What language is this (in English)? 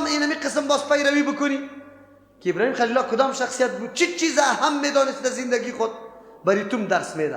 Persian